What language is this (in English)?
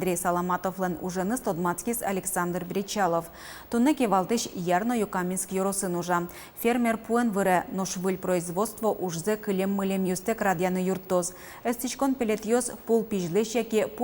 Udmurt